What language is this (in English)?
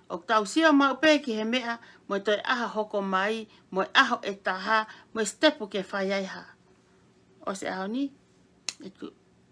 Tongan